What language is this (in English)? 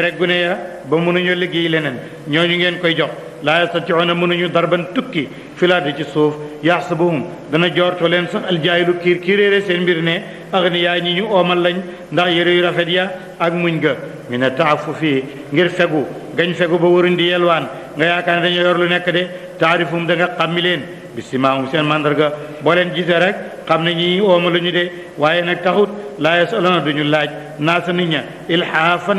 Wolof